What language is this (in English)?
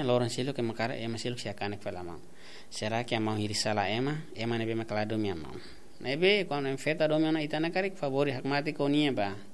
Tetum